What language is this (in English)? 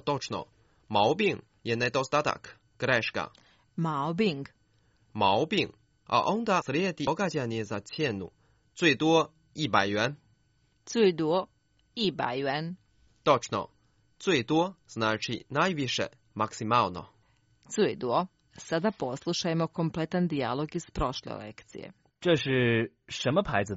Croatian